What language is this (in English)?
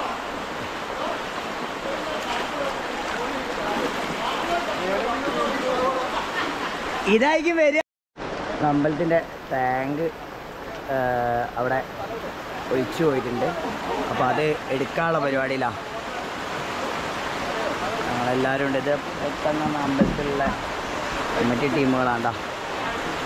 Malayalam